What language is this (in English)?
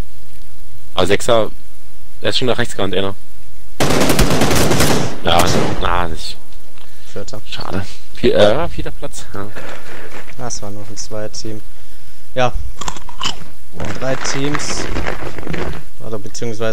German